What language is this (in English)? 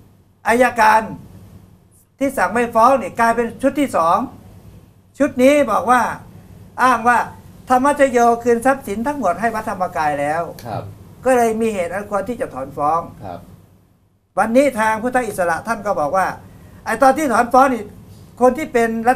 Thai